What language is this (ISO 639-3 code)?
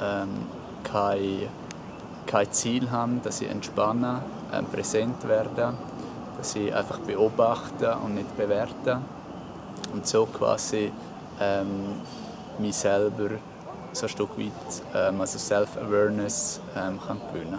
gsw